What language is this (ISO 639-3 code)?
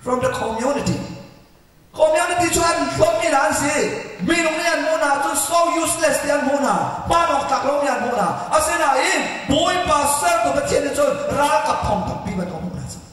cnh